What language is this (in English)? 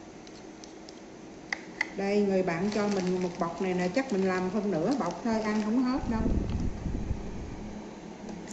Vietnamese